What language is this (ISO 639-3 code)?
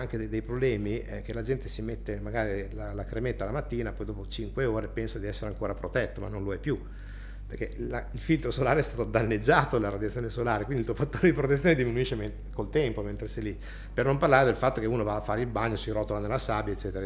ita